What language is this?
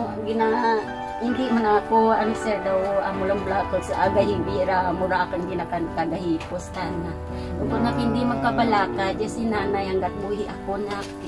Kinaray-a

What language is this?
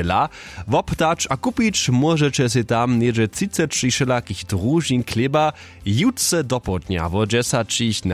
Upper Sorbian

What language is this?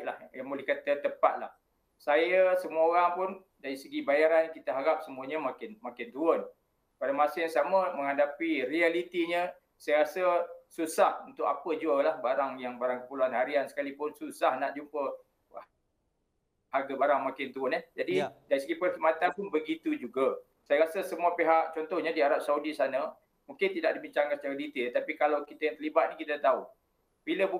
Malay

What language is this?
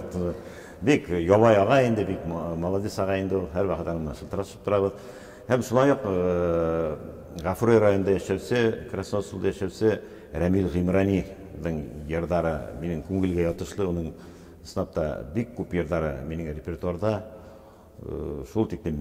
Bashkir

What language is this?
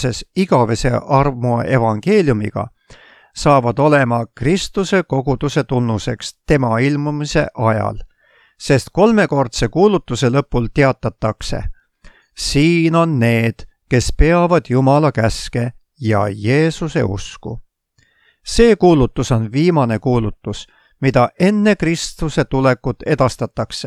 Estonian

